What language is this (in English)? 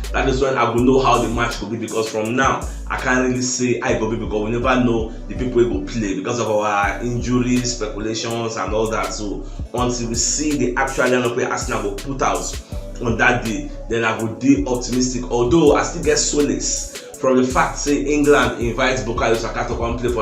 Nigerian Pidgin